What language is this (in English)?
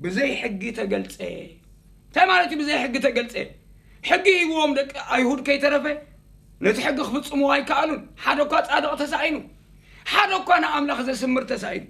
Tigrinya